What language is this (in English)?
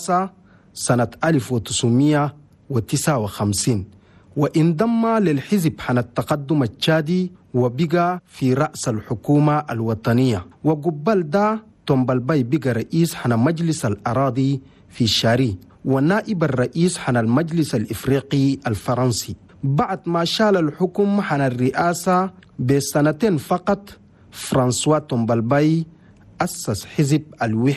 Chadian Arabic